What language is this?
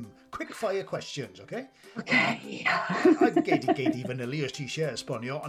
Welsh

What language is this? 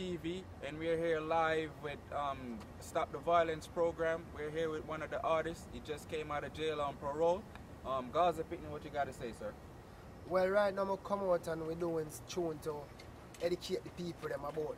Jamaican Creole English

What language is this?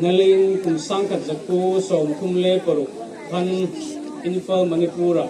Hmar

